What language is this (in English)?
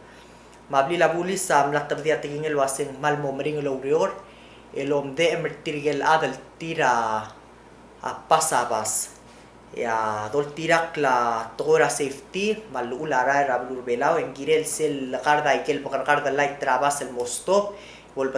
Palauan